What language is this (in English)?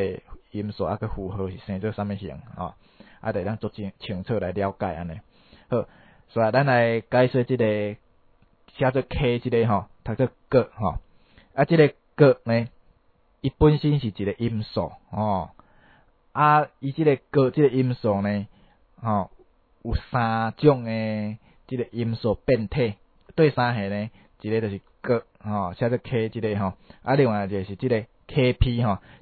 Min Nan Chinese